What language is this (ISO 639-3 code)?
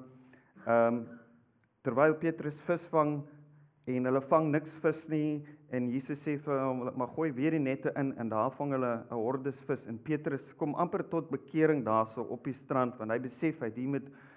afr